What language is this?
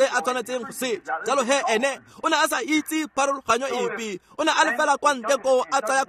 Tswana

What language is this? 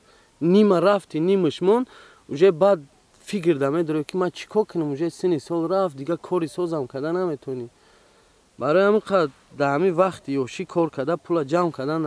Tajik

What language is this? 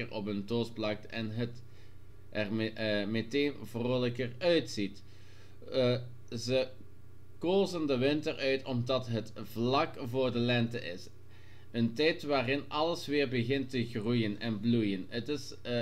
Dutch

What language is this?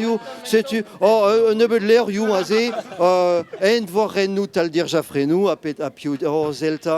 Breton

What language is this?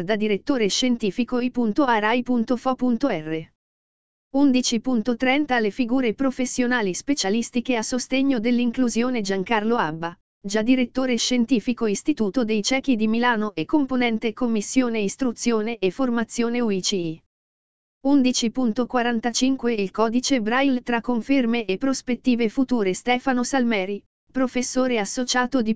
Italian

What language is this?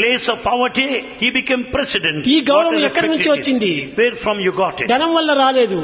Telugu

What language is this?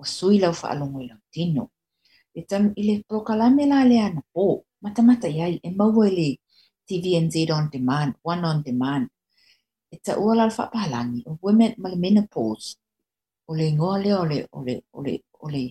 Samoan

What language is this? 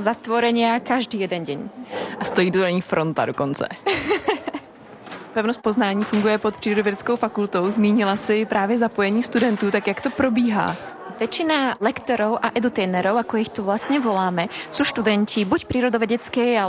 Czech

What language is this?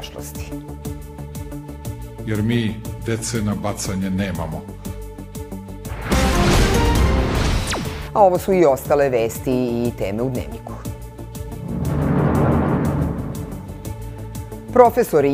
Serbian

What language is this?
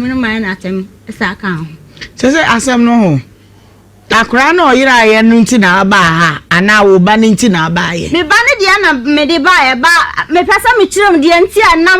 Akan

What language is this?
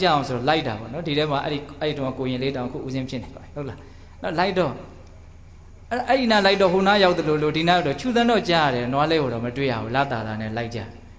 Burmese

